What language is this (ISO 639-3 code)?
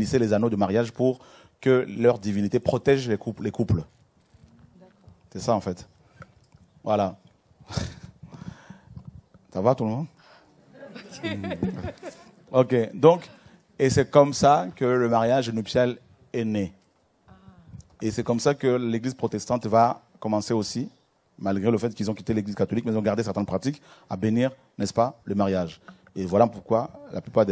fra